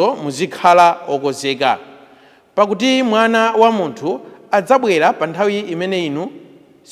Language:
Nyanja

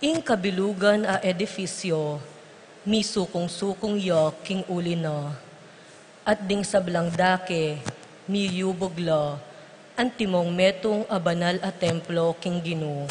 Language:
Pampanga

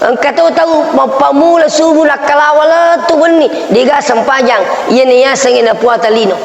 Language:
Buginese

